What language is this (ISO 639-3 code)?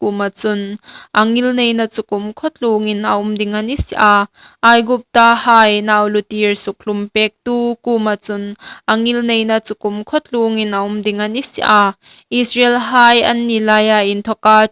hmr